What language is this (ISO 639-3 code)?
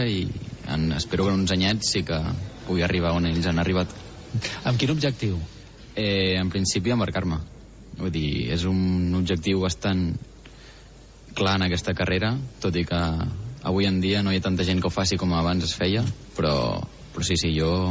cat